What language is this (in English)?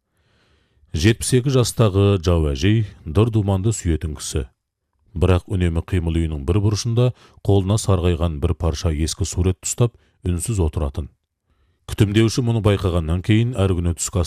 Kazakh